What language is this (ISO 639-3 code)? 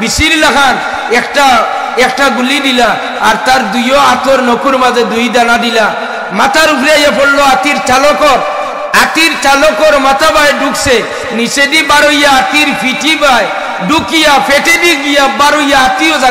syl